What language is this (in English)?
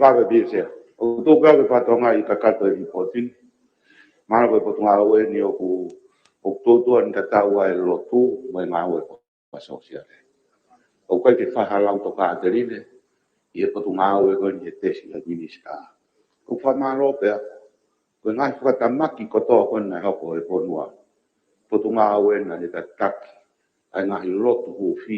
Tongan